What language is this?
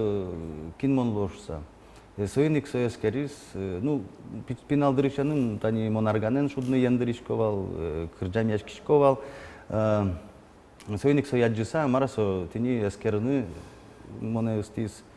Udmurt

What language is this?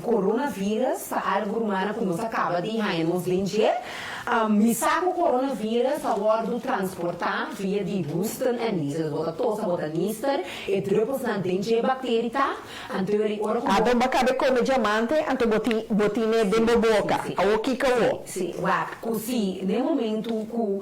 Papiamento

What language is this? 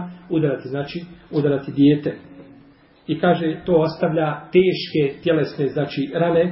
Bosnian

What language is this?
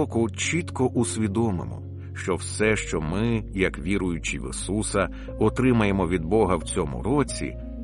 Ukrainian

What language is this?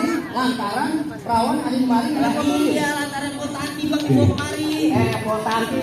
Betawi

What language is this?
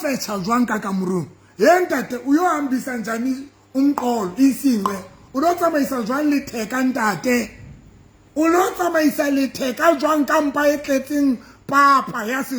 Southern Sotho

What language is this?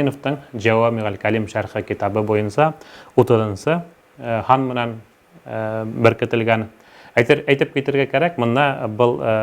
Bashkir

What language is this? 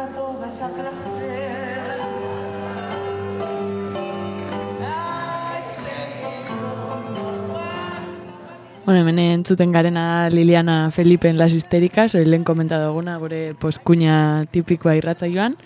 Basque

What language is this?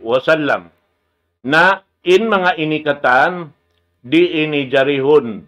Tausug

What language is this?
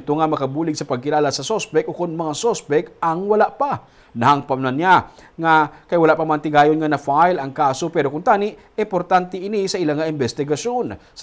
Hiligaynon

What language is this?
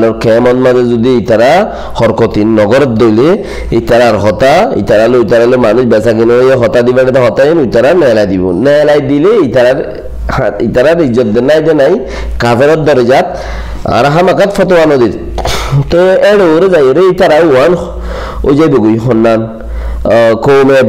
Rohingya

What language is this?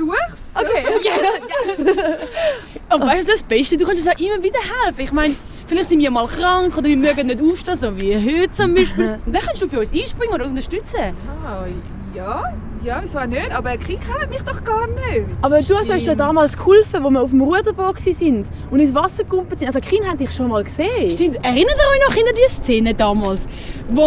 Swiss German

